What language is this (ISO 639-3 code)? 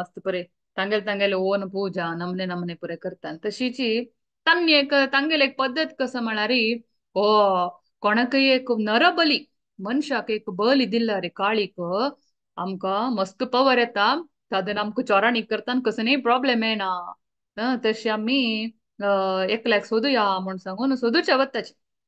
kok